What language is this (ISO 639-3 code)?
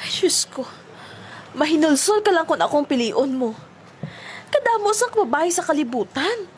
hil